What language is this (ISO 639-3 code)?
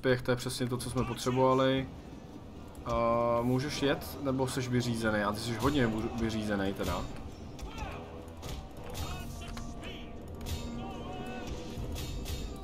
ces